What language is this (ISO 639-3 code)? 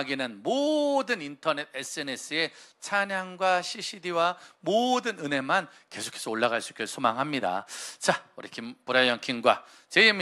kor